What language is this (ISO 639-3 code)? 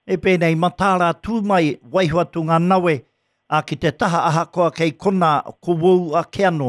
mri